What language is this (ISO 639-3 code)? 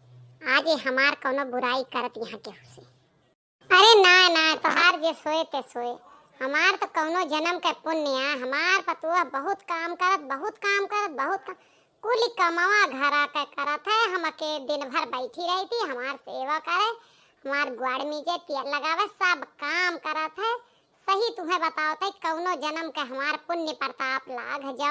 awa